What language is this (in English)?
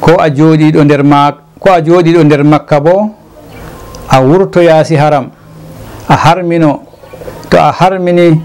Fula